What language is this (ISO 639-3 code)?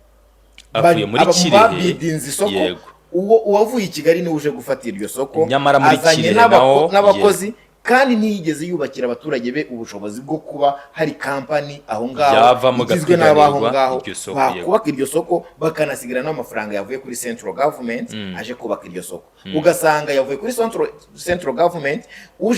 kin